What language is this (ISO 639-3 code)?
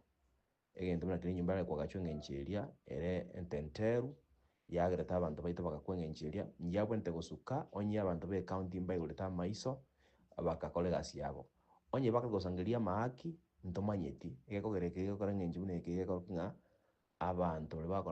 guz